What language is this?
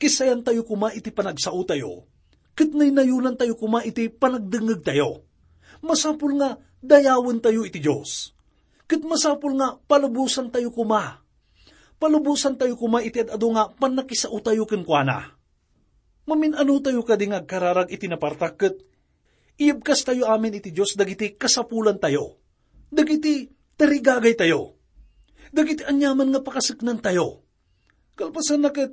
Iloko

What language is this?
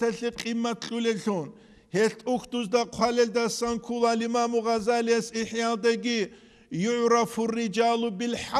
Avaric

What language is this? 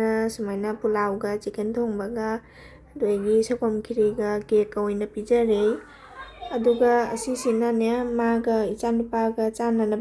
Manipuri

